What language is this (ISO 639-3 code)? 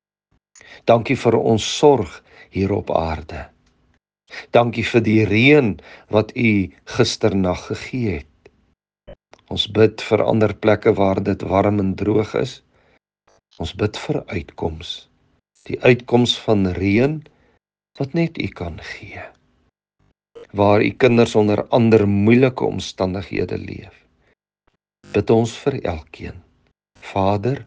afr